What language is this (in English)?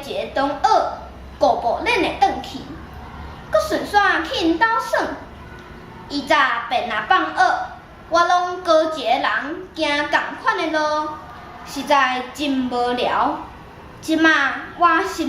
Min Nan Chinese